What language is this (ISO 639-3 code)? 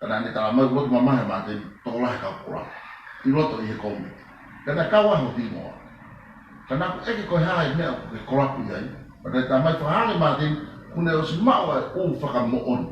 ton